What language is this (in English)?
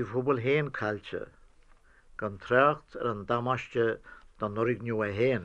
Irish